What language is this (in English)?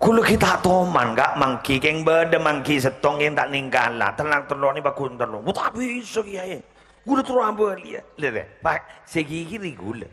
Madurese